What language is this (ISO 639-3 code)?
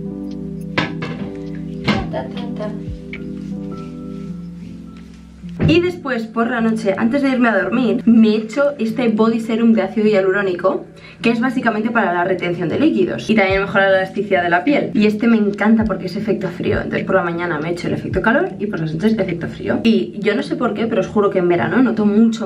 spa